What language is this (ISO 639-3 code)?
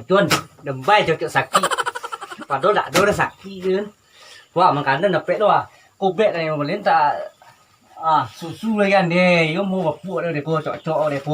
min